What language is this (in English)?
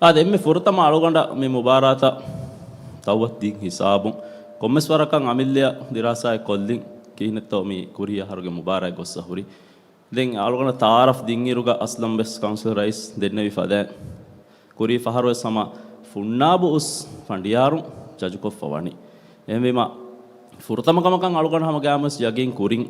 Divehi